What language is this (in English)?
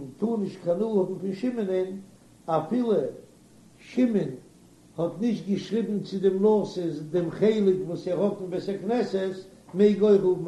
Yiddish